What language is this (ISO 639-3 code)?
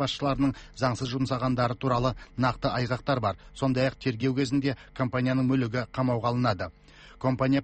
kaz